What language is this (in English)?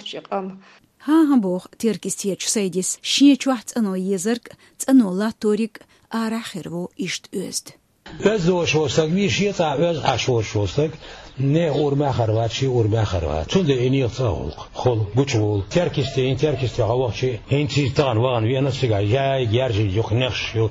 Chechen